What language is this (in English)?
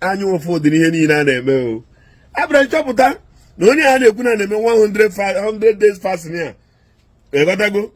Igbo